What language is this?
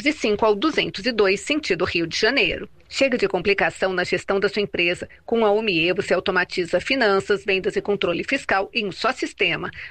Portuguese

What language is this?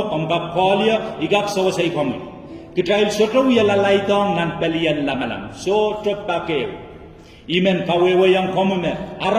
Pohnpeian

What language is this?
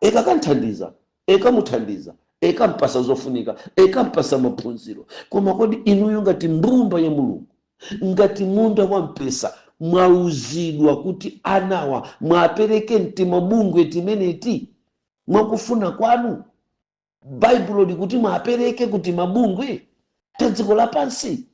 Nyanja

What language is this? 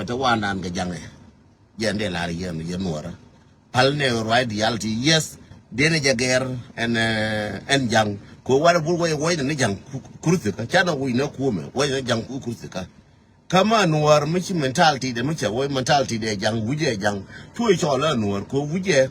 Nuer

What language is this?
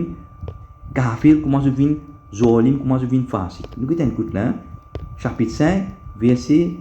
Morisyen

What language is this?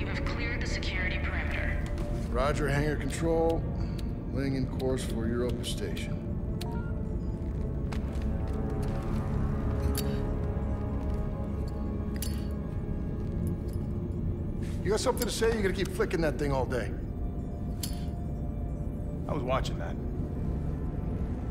English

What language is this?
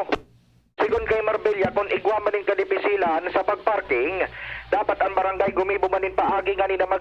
Bikol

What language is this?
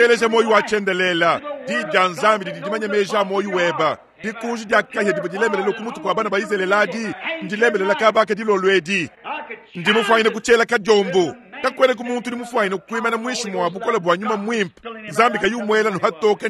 Luba-Lulua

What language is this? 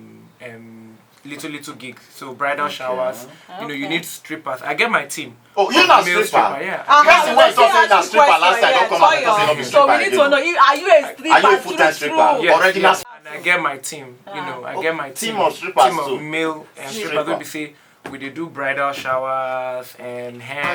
Nigerian Pidgin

